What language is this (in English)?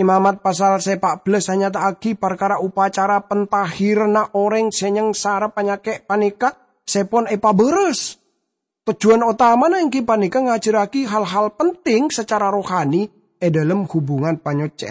Madurese